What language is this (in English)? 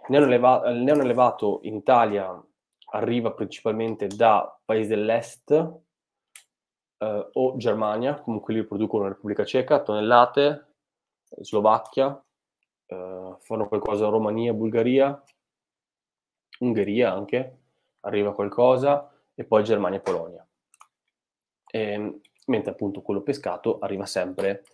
Italian